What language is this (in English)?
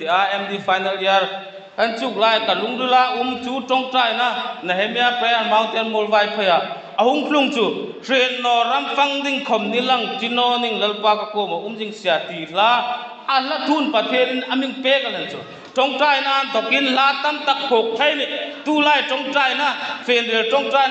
Hmar